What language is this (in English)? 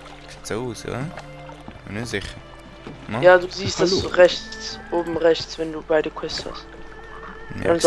Swiss German